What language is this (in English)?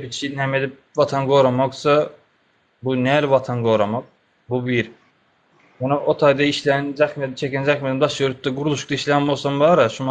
Turkmen